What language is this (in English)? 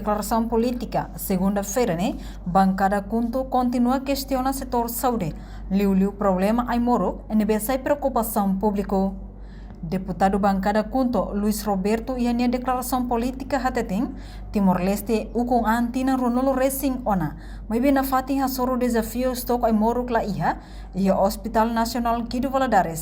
Tetum